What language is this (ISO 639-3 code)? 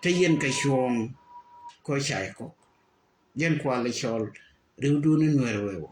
nus